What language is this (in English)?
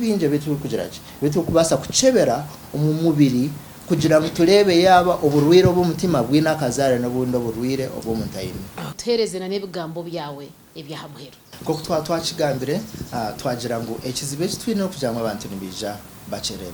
Nyankole